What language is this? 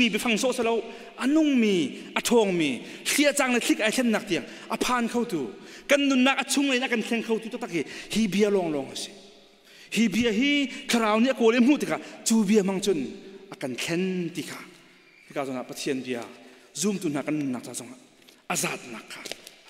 Hakha Chin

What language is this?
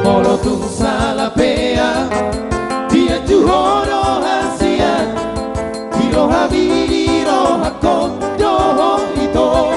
Batak Toba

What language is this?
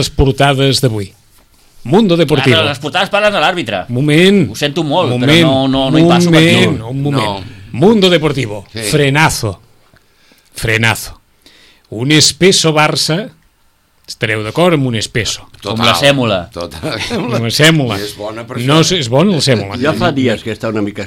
Catalan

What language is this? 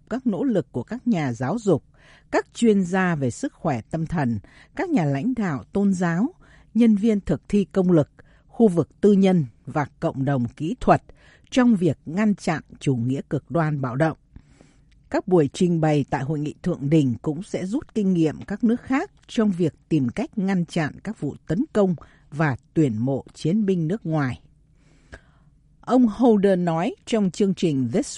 Vietnamese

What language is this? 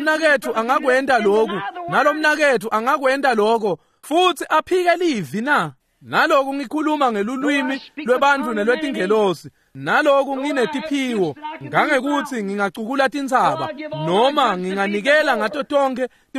Swati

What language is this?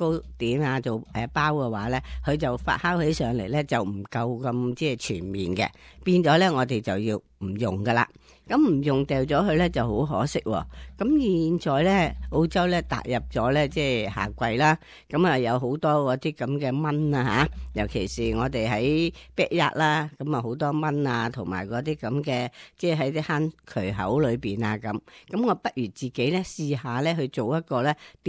Cantonese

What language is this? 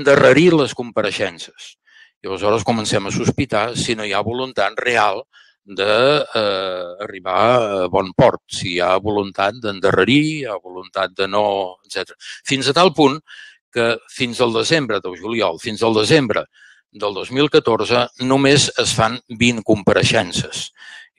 Catalan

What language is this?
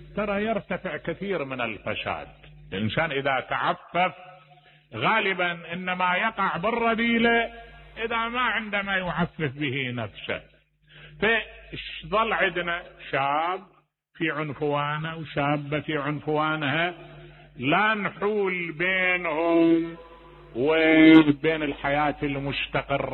Mesopotamian Arabic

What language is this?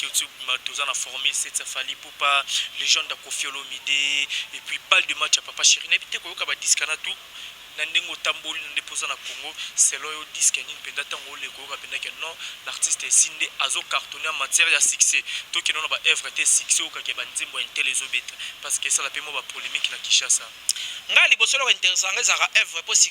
Lingala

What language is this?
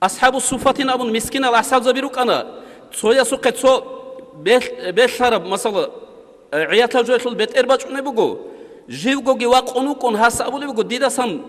Avaric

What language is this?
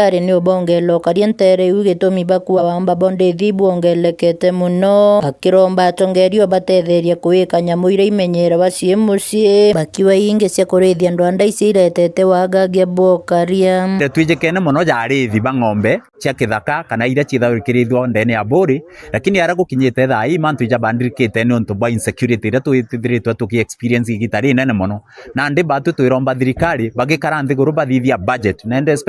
Meru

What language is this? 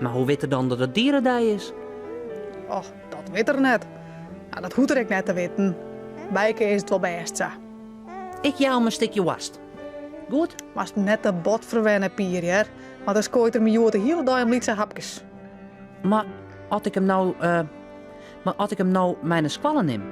Western Frisian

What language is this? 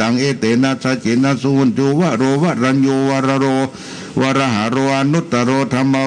Pali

